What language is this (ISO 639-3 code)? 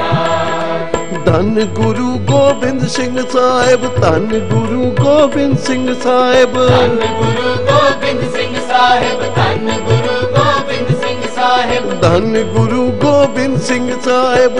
pan